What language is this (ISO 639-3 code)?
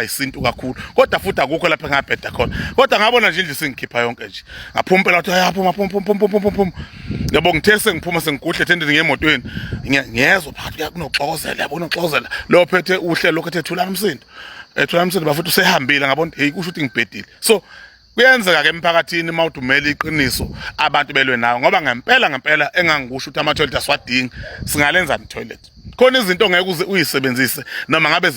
zul